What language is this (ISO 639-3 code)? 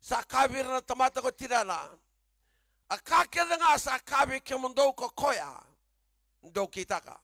fij